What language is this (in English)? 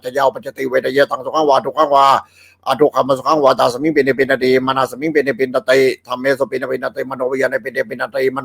Pali